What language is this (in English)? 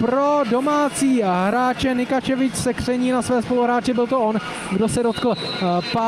Czech